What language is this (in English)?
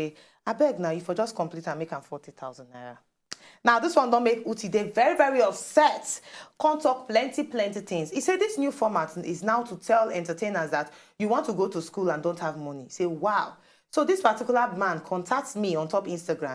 Nigerian Pidgin